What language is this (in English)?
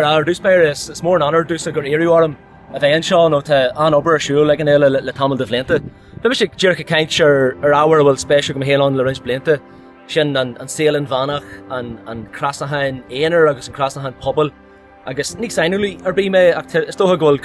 Irish